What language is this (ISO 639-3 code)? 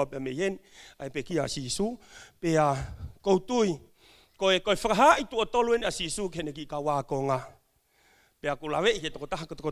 ton